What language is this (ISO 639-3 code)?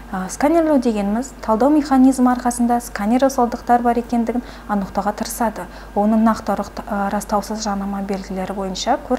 kaz